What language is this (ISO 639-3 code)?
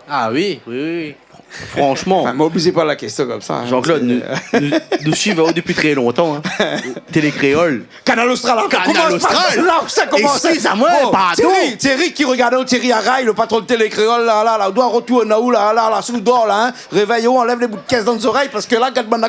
rcf